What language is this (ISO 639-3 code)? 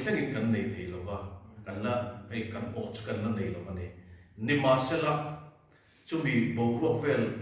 lus